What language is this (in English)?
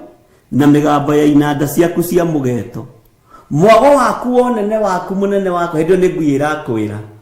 Kikuyu